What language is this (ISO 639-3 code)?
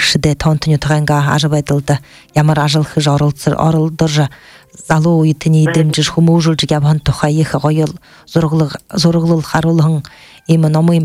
bua